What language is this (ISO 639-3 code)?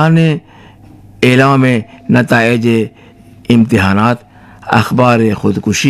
fas